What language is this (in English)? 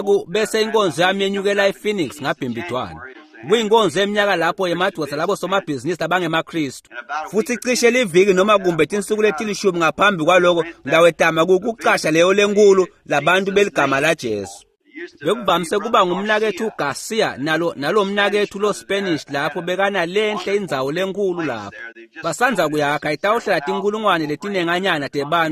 Swati